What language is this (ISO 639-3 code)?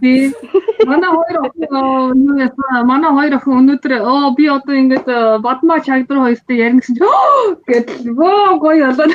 mon